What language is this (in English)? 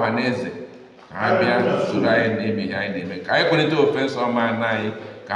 Igbo